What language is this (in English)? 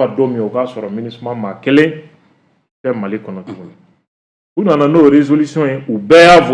Bambara